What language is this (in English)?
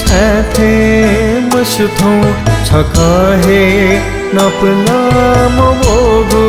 Newari